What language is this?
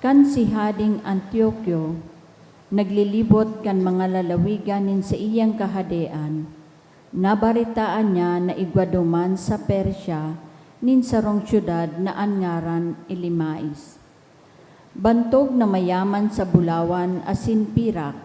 Bikol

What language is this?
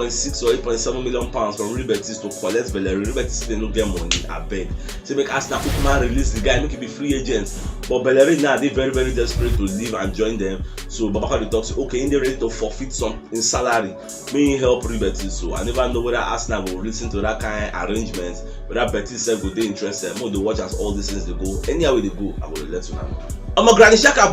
Nigerian Pidgin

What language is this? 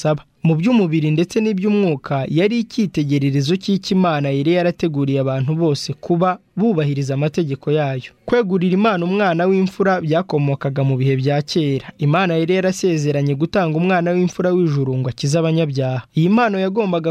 Kinyarwanda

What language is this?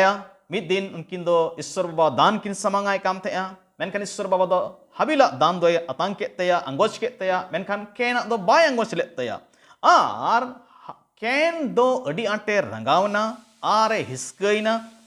Santali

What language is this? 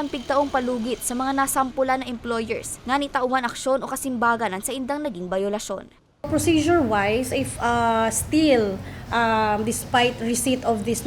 Bikol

